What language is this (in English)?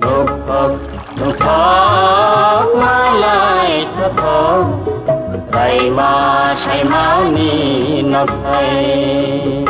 Riang (India)